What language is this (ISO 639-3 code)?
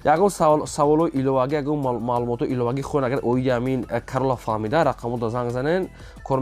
tgk